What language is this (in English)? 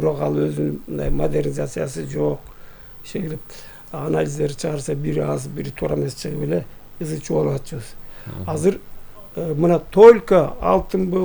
Kyrgyz